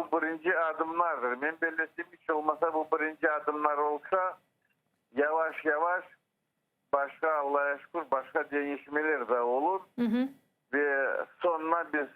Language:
Crimean Tatar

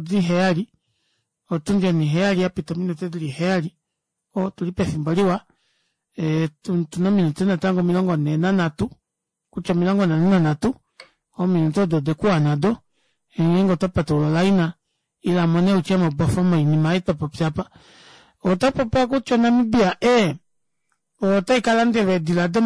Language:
Kuanyama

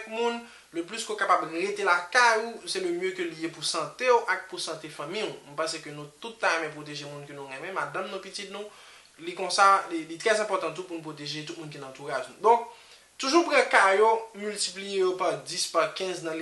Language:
Haitian Creole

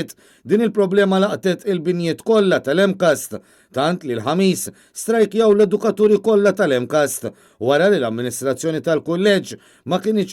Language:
Maltese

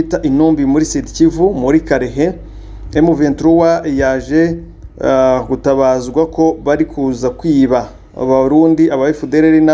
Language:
Kinyarwanda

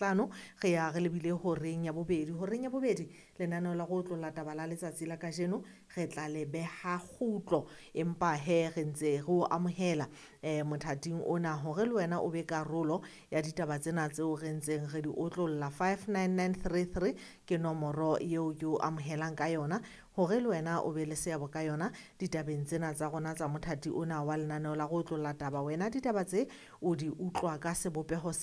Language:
Southern Sotho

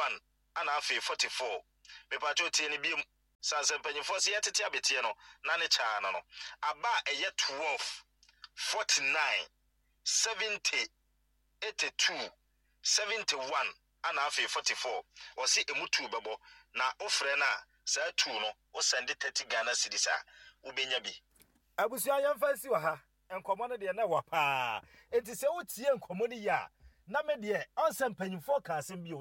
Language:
Akan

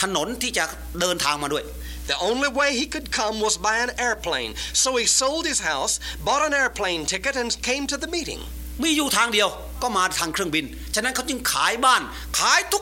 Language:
Thai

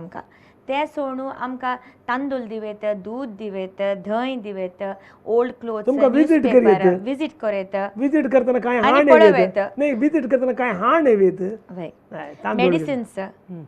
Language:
Konkani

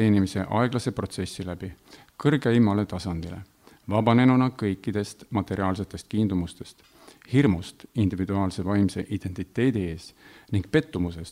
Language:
Estonian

